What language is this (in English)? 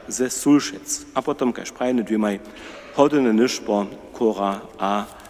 Upper Sorbian